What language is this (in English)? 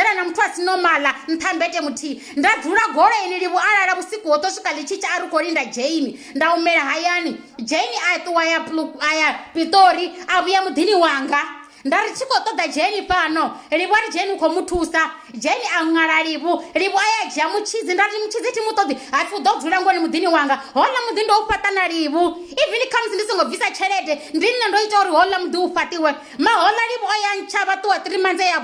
Venda